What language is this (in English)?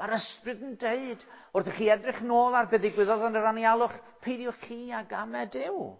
Welsh